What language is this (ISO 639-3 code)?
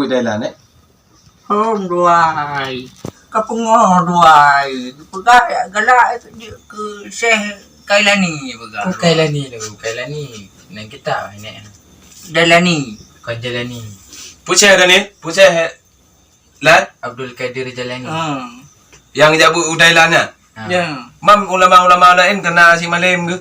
ace